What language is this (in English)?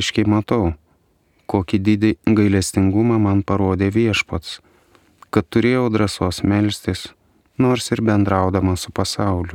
Lithuanian